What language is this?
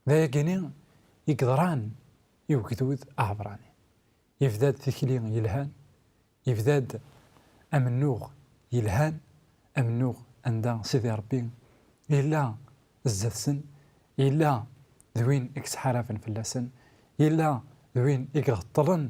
Kabyle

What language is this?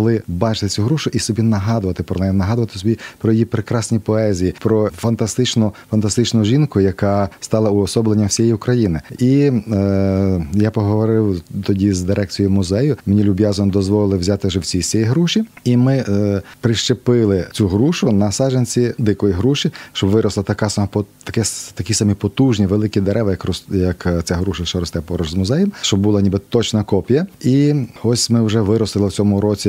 Ukrainian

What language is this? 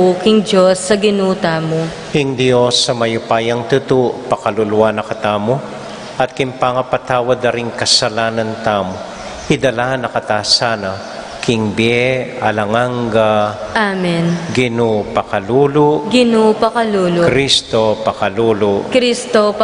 Pampanga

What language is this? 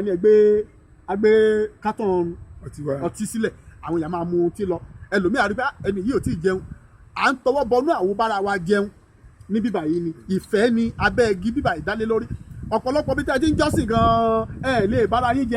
Yoruba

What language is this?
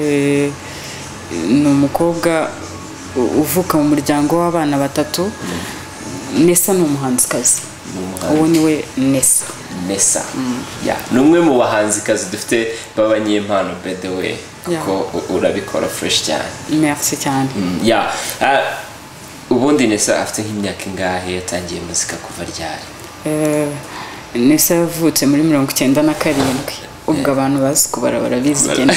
Kinyarwanda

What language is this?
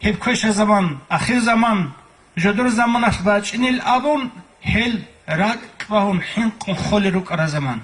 Avaric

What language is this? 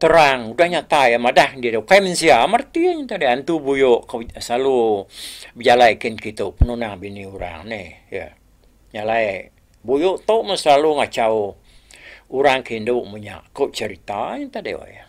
Iban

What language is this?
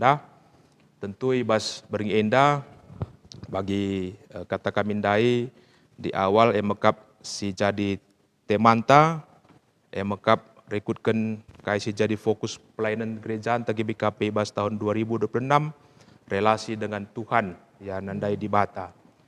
Batak Karo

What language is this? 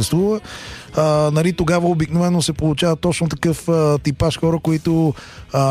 Bulgarian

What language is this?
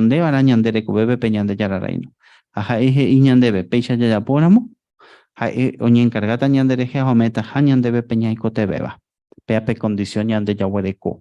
Guarani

